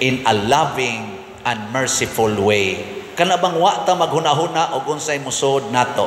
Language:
Cebuano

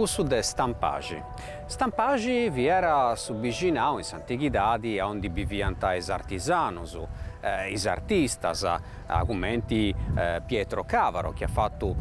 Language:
Sardinian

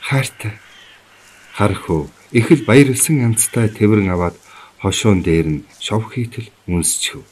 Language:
Mongolian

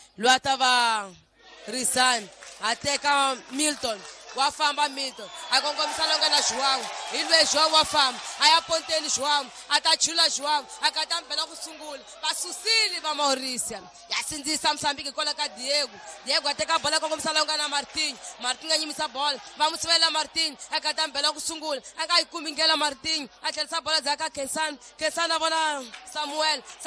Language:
Tsonga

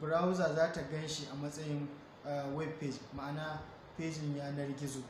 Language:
Hausa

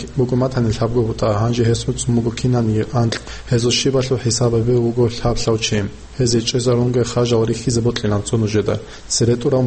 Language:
Avaric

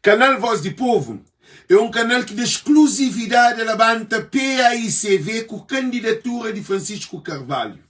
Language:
Kabuverdianu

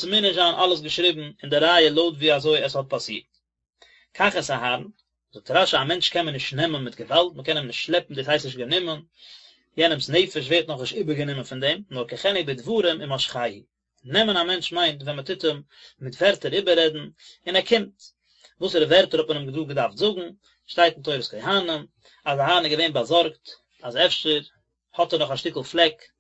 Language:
Yiddish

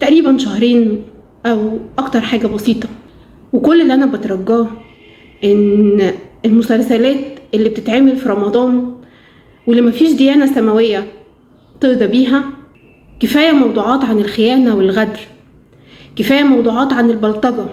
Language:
Egyptian Arabic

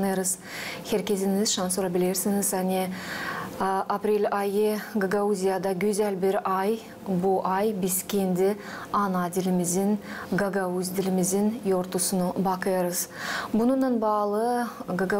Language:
Gagauz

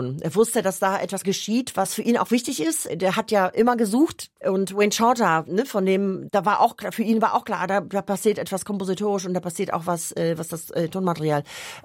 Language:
German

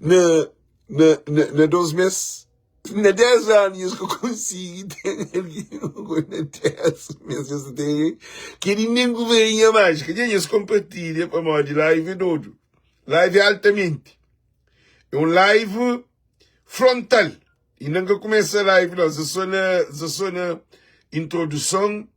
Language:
Kabuverdianu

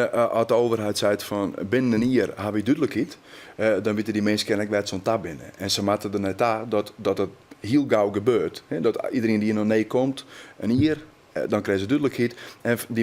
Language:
Western Frisian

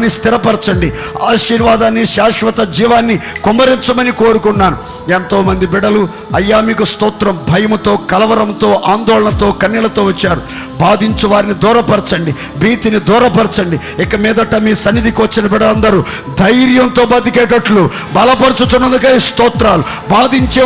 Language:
Telugu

